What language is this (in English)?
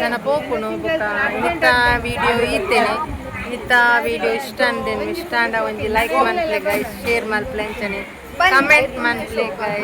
Tulu